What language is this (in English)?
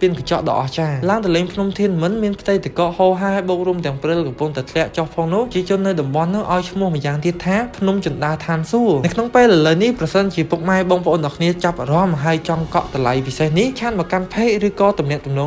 Khmer